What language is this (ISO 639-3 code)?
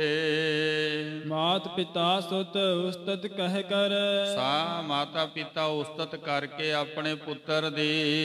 pan